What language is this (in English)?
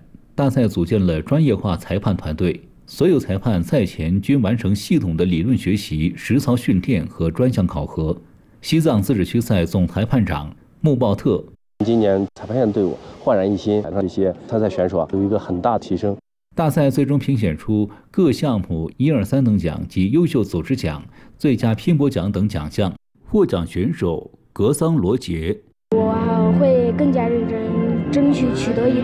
Chinese